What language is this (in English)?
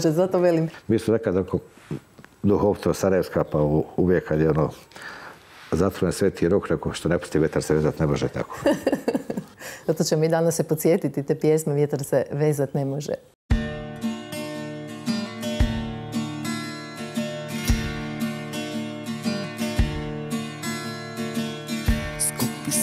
Croatian